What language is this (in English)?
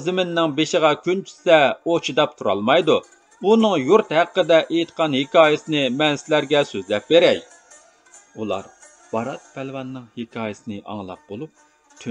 Uyghur